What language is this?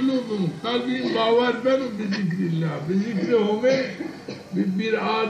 Zaza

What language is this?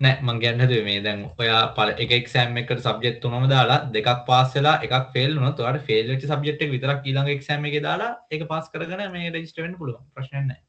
Sinhala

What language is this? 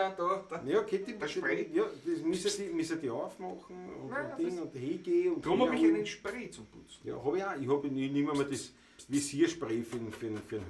Bavarian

